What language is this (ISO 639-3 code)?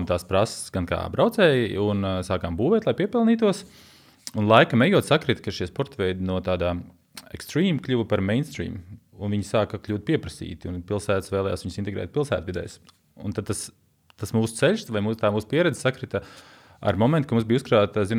lav